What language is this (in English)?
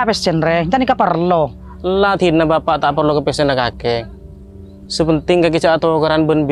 Madurese